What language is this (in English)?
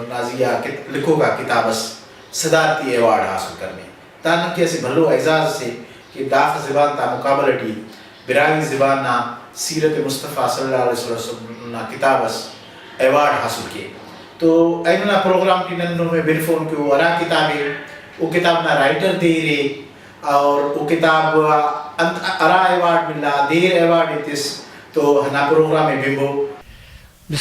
Brahui